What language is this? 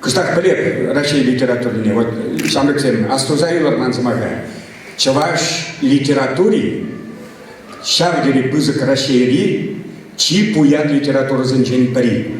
Chuvash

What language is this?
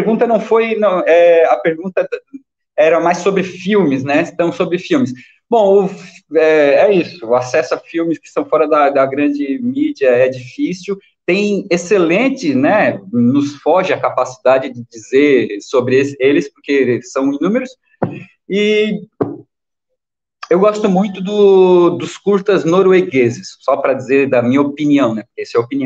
Portuguese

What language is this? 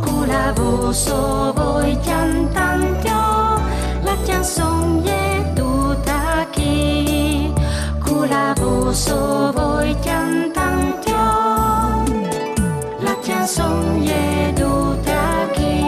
Friulian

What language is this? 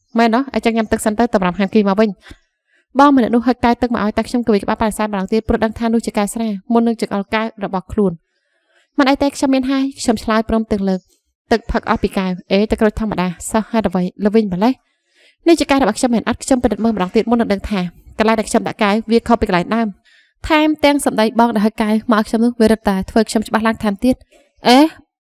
Khmer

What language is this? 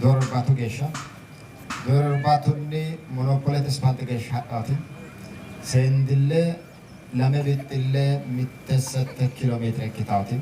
Sidamo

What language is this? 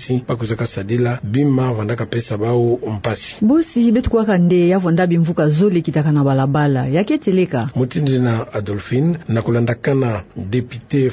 Kituba (Democratic Republic of Congo)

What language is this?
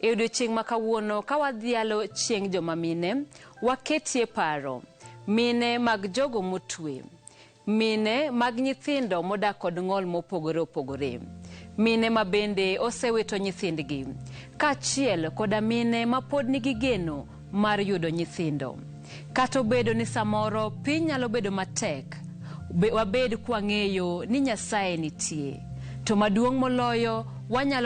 Luo (Kenya and Tanzania)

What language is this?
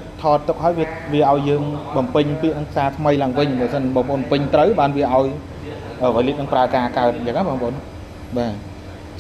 Khmer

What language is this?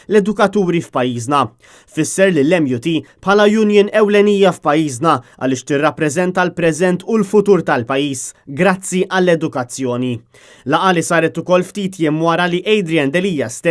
Maltese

